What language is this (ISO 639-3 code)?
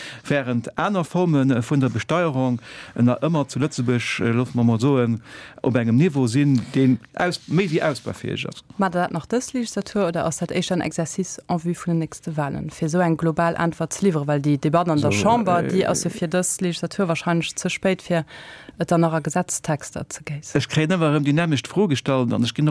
ltz